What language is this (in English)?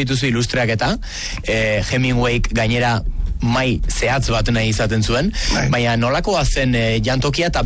Basque